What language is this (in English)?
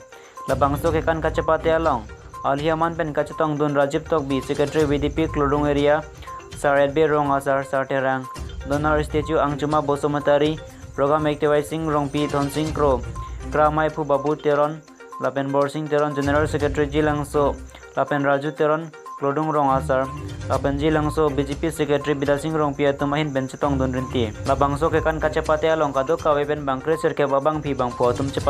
Karbi